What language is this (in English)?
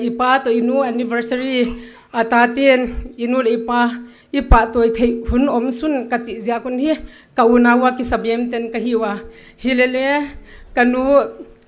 Paite Chin